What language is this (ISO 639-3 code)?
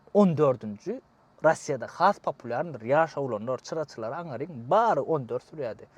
tuk